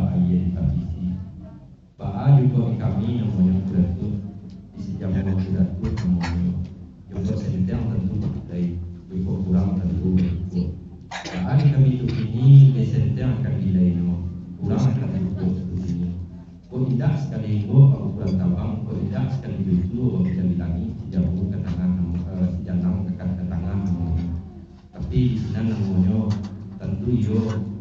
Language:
Minangkabau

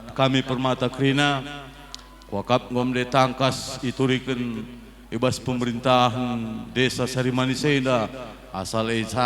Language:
Batak Karo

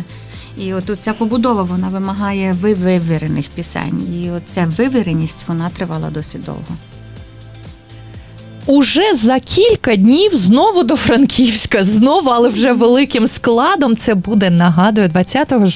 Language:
Ukrainian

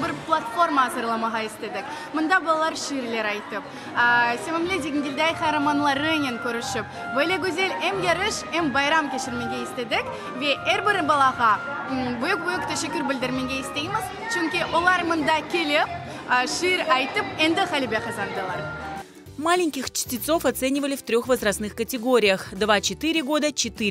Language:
Crimean Tatar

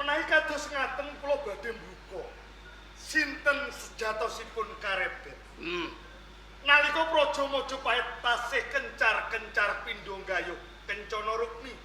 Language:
Javanese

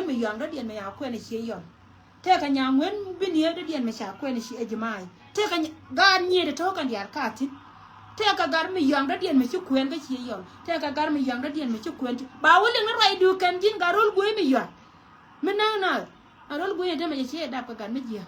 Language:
Nuer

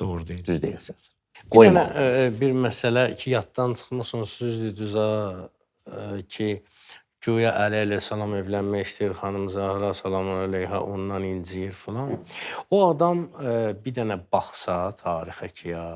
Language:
Azerbaijani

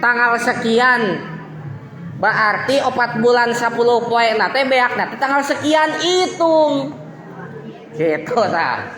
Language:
Sundanese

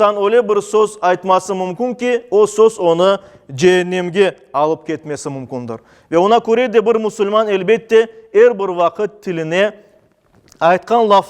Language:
Crimean Tatar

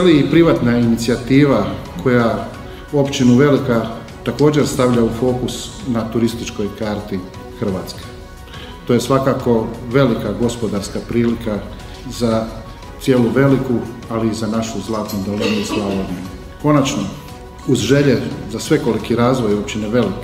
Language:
Croatian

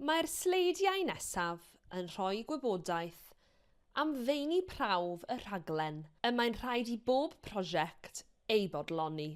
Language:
Welsh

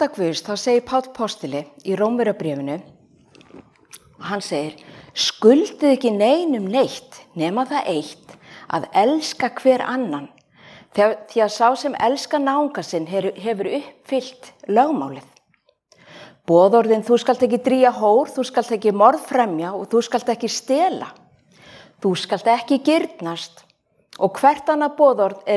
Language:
Icelandic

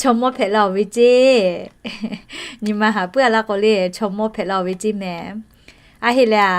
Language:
Lahu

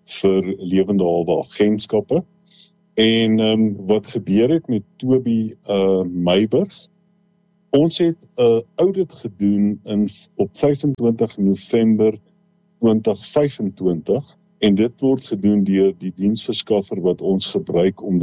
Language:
Afrikaans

